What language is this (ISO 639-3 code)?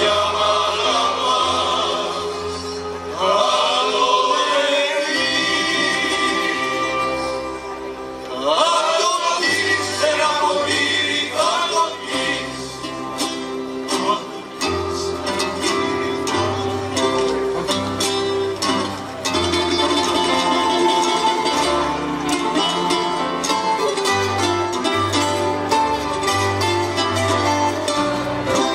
ell